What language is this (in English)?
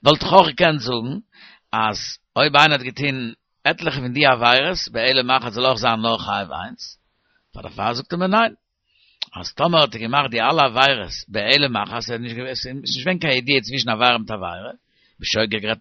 Yiddish